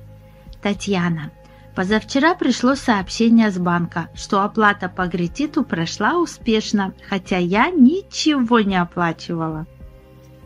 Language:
Russian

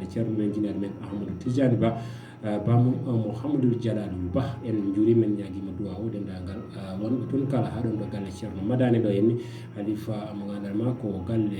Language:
Fula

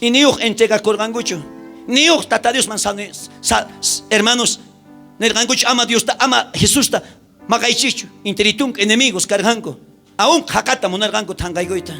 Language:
South Bolivian Quechua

